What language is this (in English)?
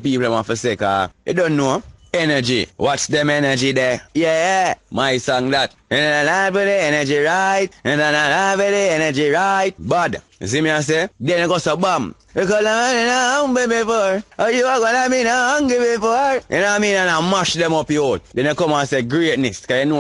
Jamaican Creole English